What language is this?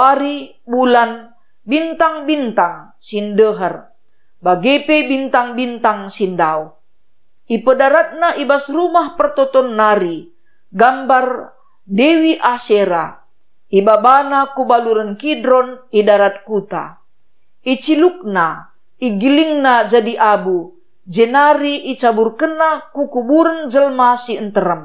Batak Karo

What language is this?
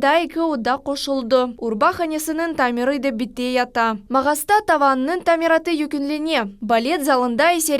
Crimean Tatar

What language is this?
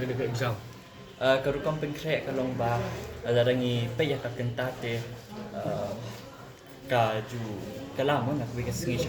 Khasi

